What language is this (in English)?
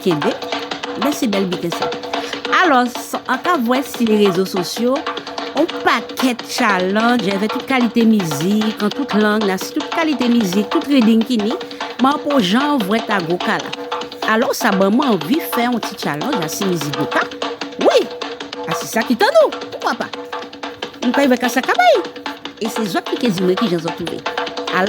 Guadeloupean Creole French